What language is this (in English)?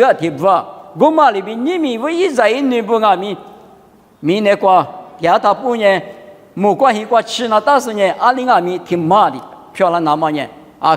Lisu